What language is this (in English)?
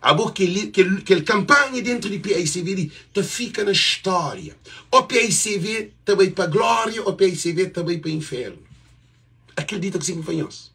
Kabuverdianu